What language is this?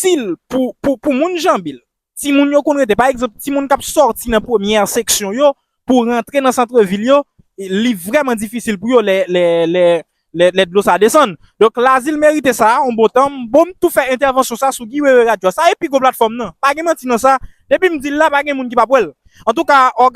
Haitian Creole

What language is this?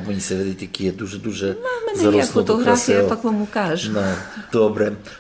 Rusyn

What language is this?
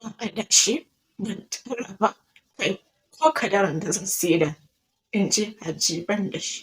Hausa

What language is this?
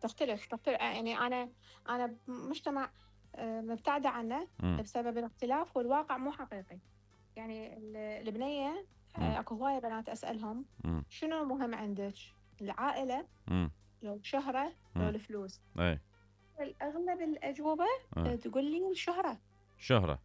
Mesopotamian Arabic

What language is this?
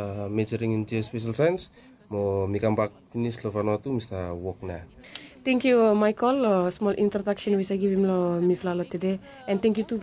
Bislama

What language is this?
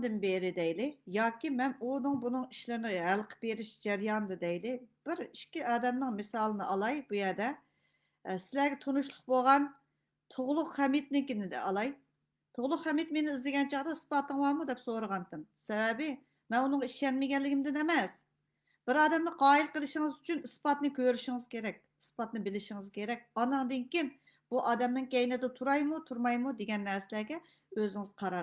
Uyghur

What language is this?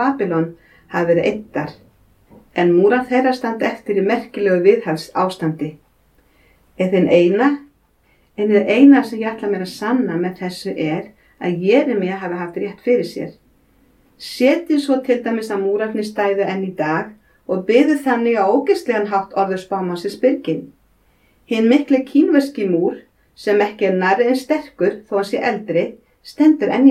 Icelandic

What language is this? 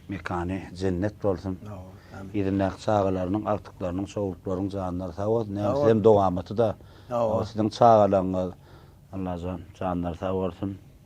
Turkmen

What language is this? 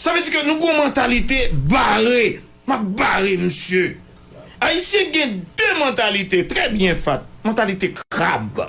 Haitian Creole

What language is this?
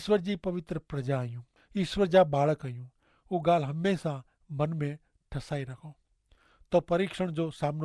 Kachhi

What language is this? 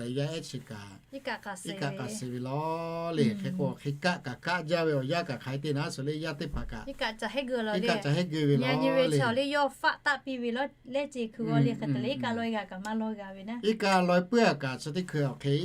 Lahu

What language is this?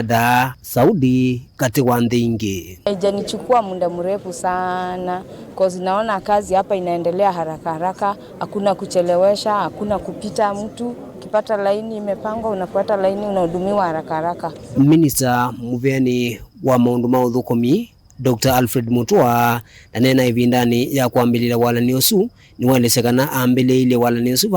Kamba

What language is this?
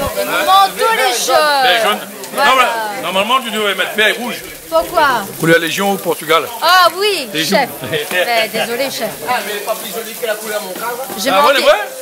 Réunion Creole French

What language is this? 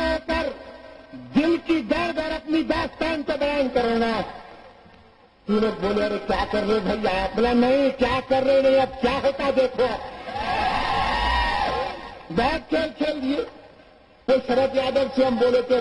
Urdu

